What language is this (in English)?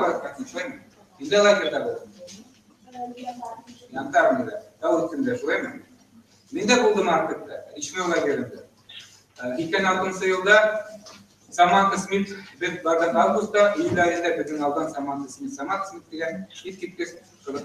Bashkir